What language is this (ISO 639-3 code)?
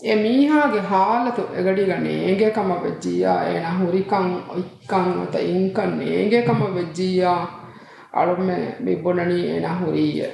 div